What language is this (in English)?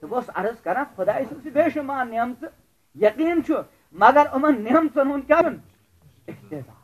Kashmiri